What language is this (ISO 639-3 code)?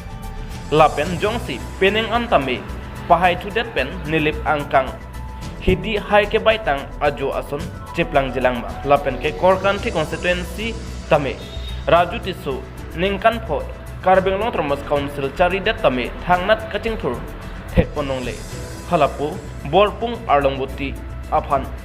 mjw